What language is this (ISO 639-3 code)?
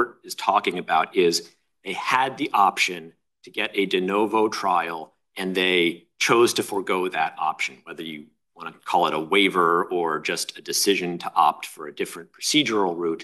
eng